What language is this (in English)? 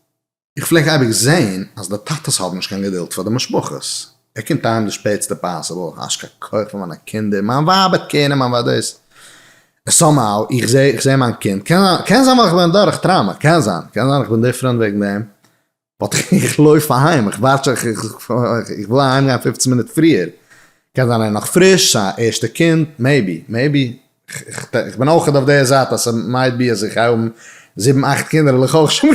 Yiddish